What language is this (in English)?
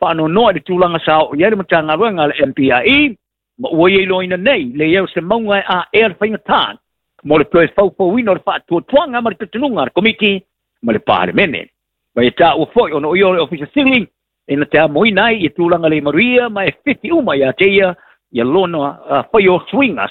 Samoan